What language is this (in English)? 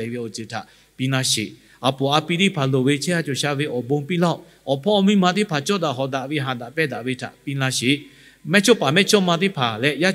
Lahu